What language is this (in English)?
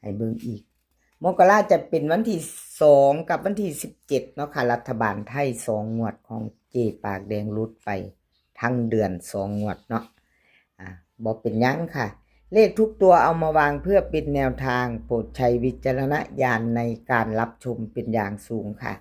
Northeastern Thai